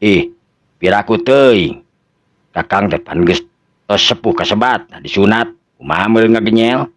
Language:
Sundanese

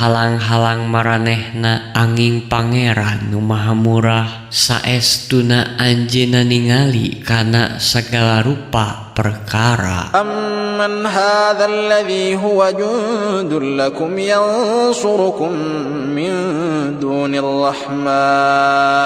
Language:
Sundanese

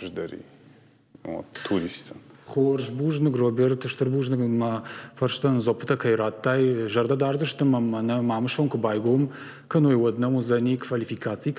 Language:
Ossetic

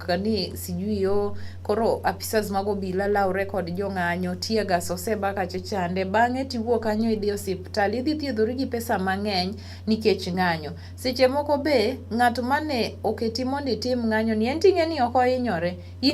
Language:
Luo (Kenya and Tanzania)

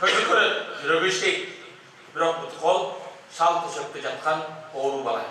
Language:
Kyrgyz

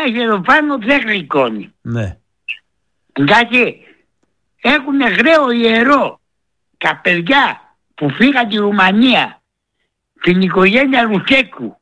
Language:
Greek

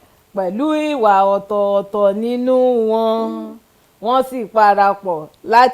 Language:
Yoruba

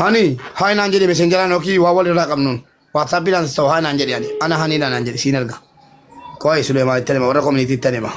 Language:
Oromo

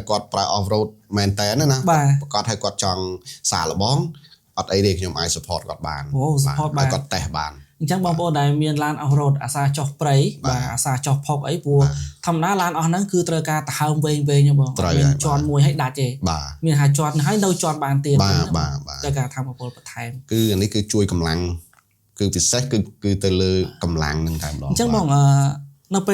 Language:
Khmer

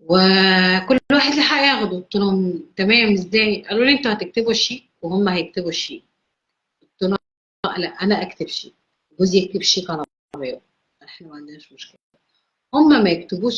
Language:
Egyptian Arabic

